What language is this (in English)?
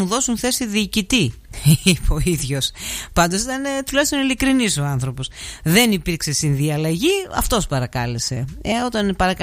Greek